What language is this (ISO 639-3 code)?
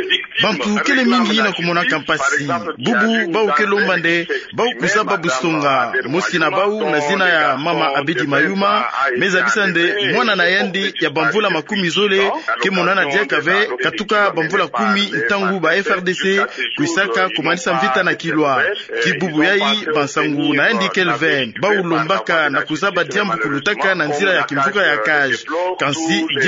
ktu